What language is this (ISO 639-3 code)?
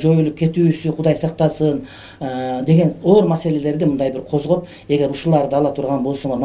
kir